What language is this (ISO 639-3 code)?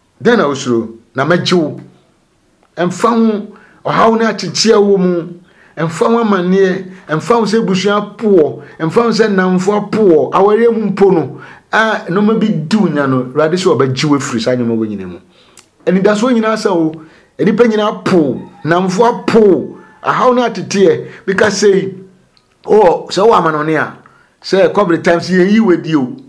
aka